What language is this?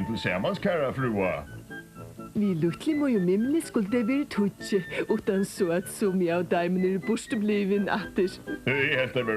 Faroese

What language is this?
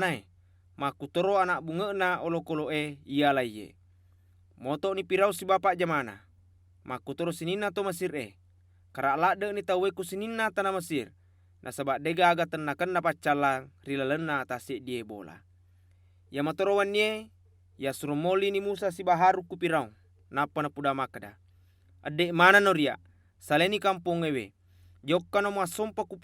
Buginese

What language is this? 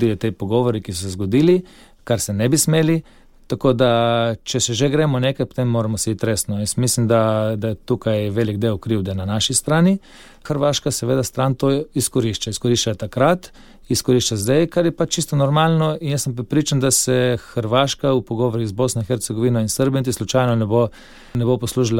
Slovenian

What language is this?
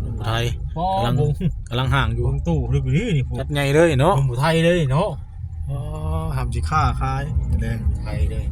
Northeastern Thai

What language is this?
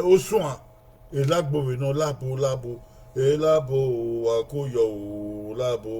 Bini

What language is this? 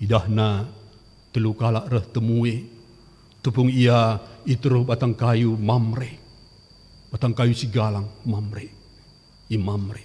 Batak Karo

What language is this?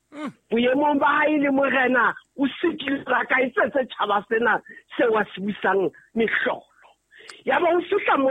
Southern Sotho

